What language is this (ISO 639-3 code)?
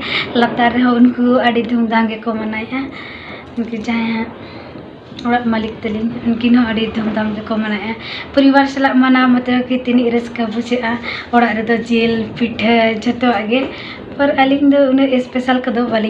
sat